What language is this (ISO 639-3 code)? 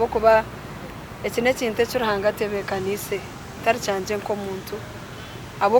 nyn